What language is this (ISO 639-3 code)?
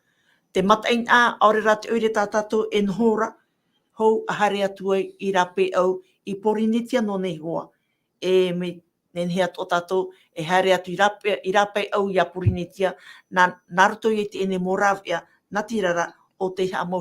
tah